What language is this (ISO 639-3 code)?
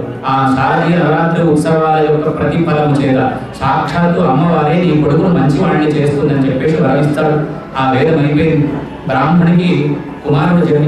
tel